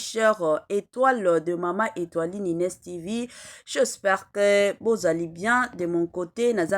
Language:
Lingala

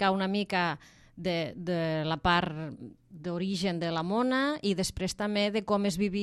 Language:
Catalan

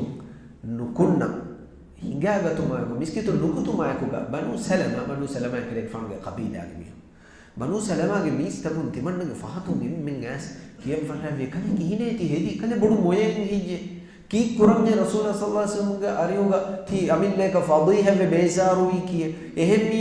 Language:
Divehi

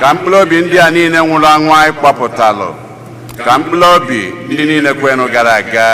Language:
Igbo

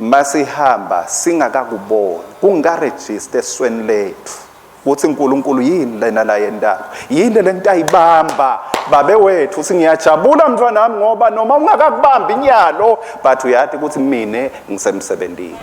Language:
Swati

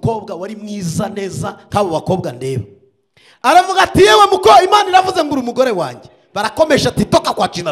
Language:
Kinyarwanda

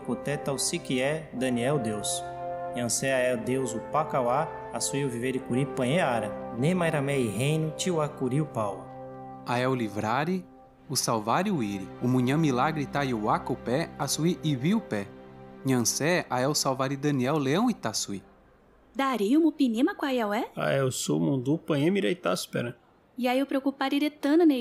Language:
Nheengatu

